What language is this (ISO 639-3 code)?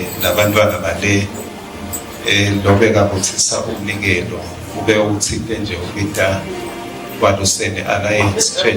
ssw